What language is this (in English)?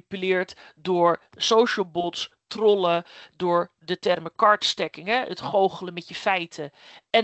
Dutch